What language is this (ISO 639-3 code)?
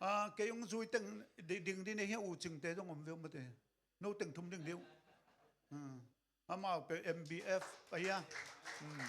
ctd